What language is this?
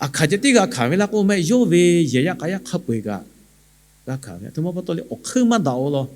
Lahu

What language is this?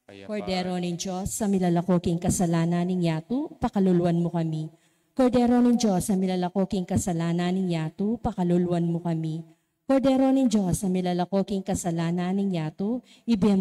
Pampanga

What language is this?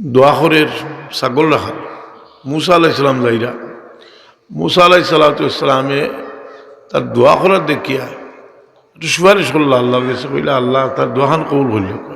Sylheti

